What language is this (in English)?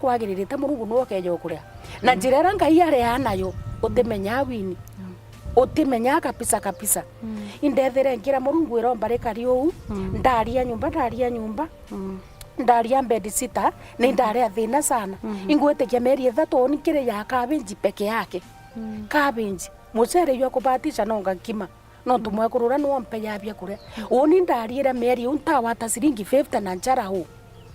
Meru